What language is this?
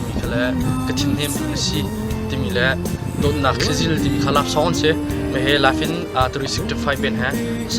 Hakha Chin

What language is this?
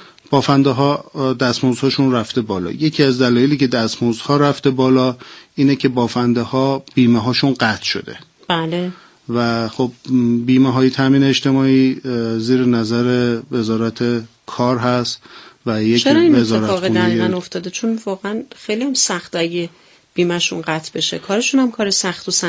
Persian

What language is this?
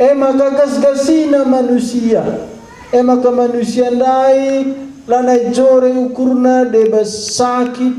Batak Karo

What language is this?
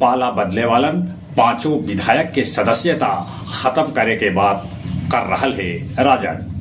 Magahi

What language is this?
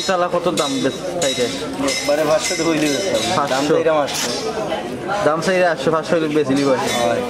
Sylheti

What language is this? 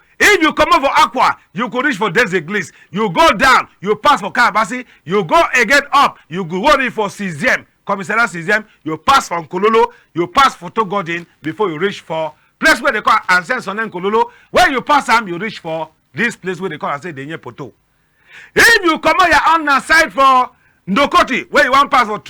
Cameroon Pidgin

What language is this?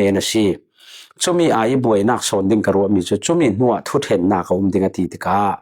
Falam Chin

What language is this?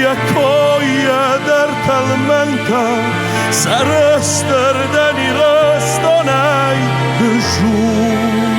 Ossetic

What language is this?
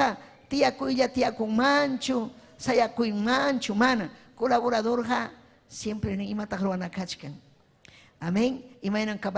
Ayacucho Quechua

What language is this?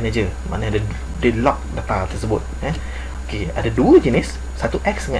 Malay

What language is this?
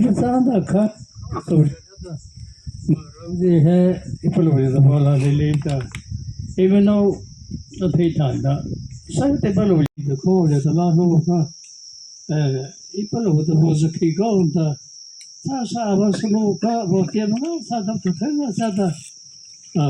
Mara Chin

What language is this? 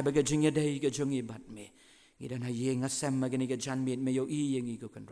Khasi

